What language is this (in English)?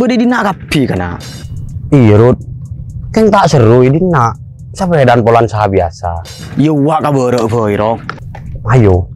Madurese